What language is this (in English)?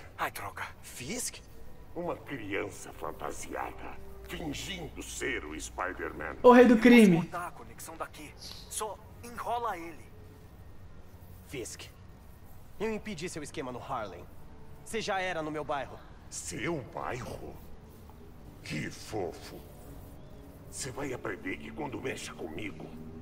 Portuguese